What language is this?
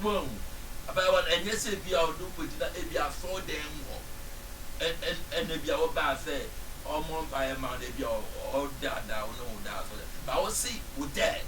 Akan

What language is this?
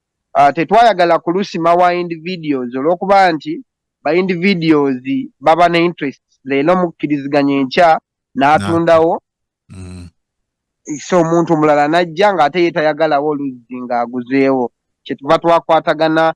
Ganda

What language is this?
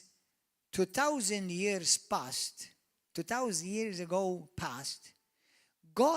English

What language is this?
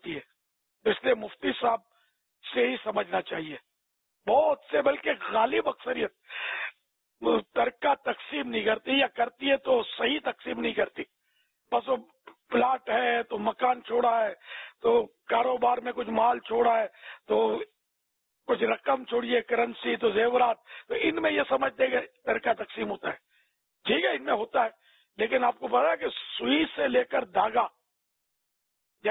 Urdu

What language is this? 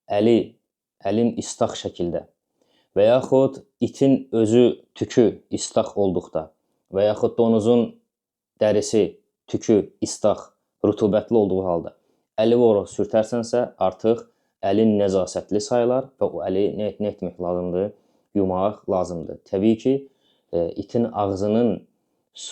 Azerbaijani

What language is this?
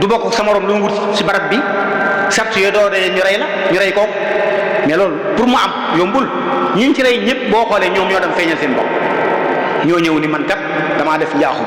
Wolof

